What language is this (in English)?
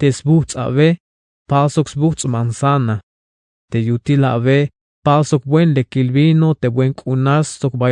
Tzeltal